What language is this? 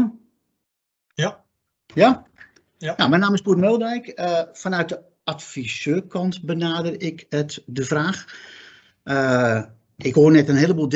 Dutch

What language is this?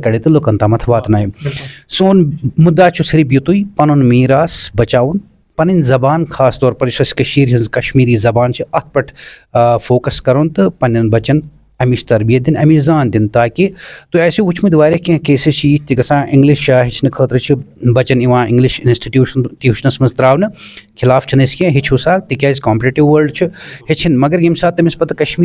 Kashmiri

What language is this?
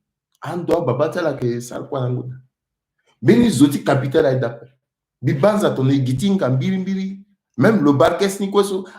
Sango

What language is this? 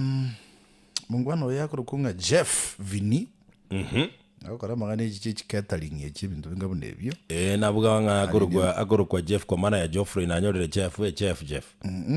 Gusii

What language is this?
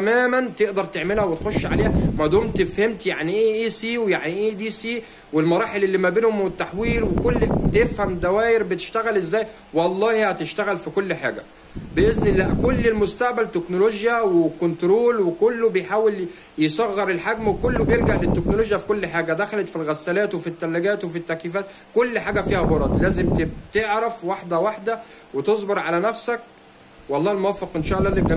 Egyptian Arabic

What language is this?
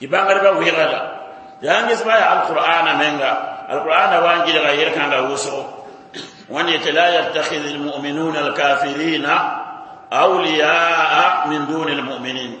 Mossi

